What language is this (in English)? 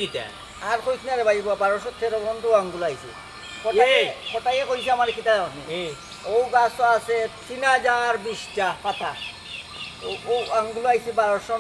Sylheti